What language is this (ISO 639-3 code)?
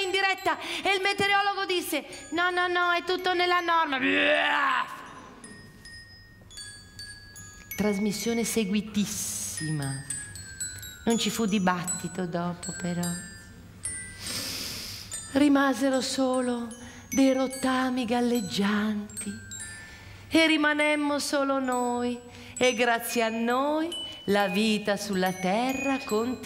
ita